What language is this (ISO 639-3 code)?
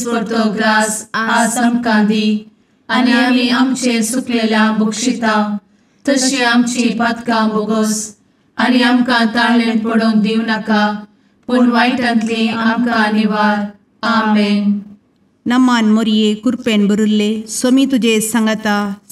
kok